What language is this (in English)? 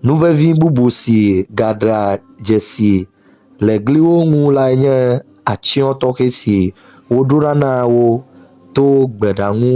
Ewe